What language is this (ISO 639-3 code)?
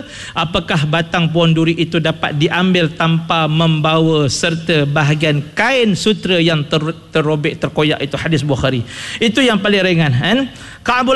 msa